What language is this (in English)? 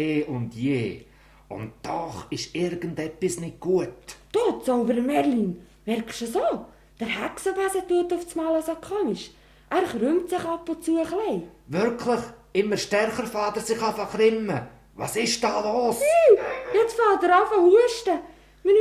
Swiss German